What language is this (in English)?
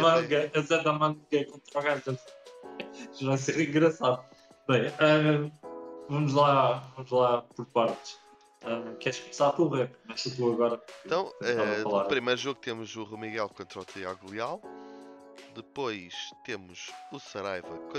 Portuguese